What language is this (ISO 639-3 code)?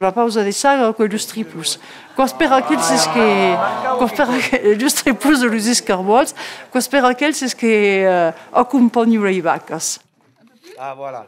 oci